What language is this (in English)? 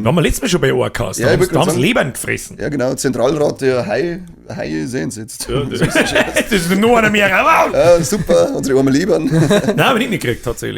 Bavarian